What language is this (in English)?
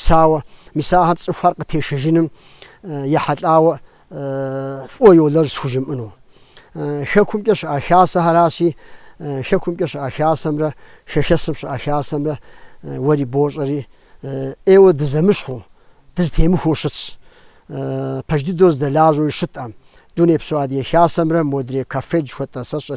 Kabardian